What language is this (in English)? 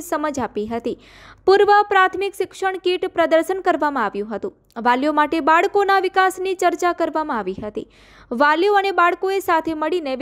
Gujarati